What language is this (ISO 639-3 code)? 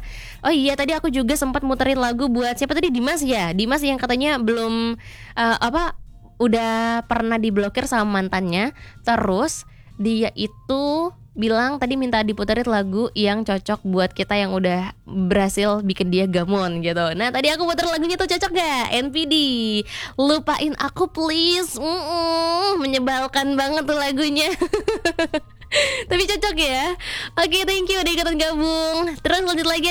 ind